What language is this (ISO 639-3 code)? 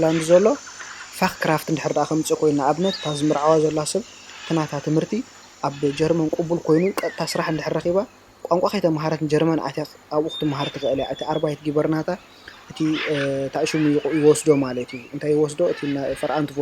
tir